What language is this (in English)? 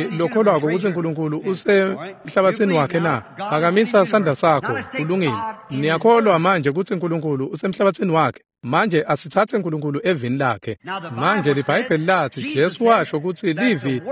Swati